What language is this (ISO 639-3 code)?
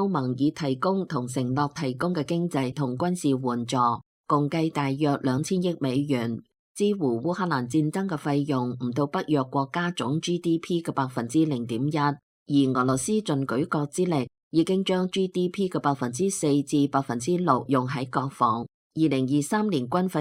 yue